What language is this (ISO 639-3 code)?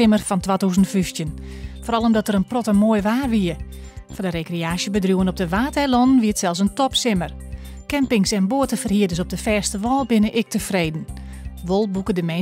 fry